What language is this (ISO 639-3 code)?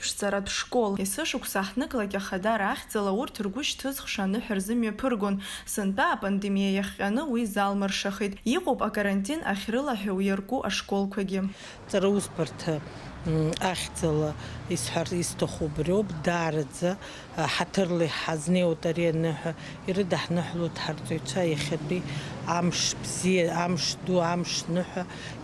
abk